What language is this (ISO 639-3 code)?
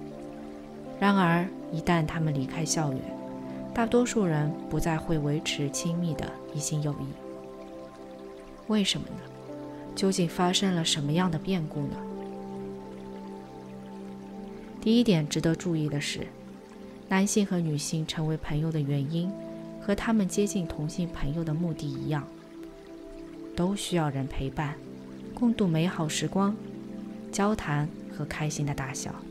zho